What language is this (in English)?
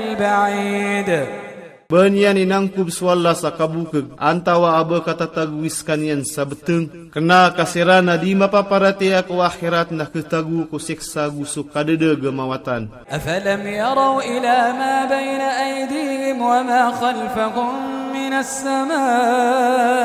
Iranun (Philippines)